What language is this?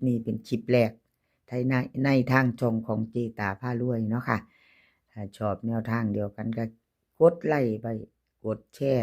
Northeastern Thai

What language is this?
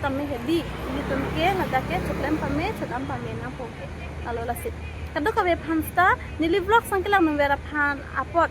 Karbi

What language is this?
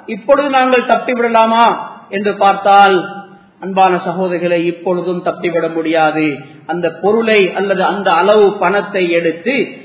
Tamil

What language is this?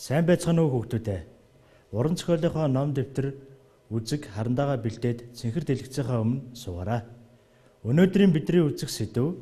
Mongolian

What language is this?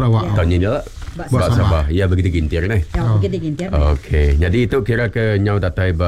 Iban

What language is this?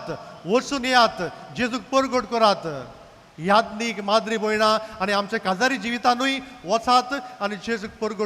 Konkani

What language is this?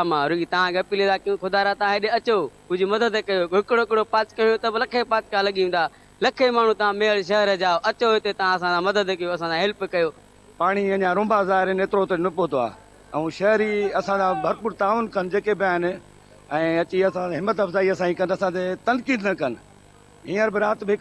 Sindhi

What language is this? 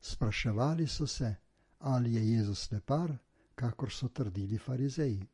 Slovenian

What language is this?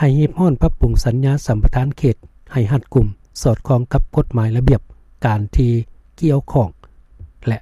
Lao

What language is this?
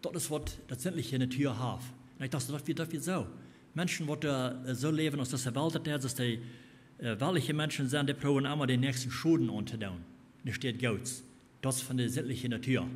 Plautdietsch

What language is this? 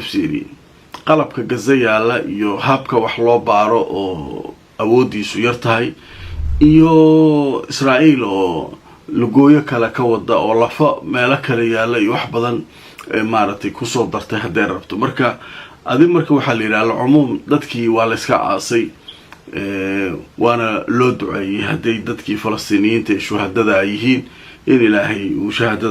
Somali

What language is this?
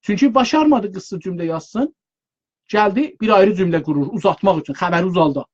South Azerbaijani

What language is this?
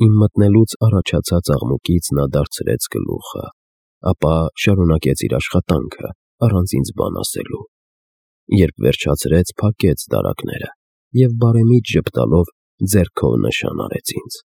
Armenian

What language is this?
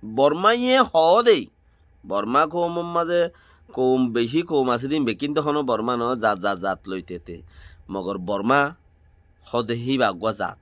Rohingya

